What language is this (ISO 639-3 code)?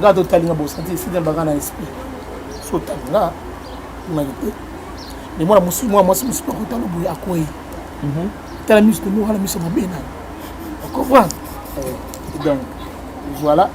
lin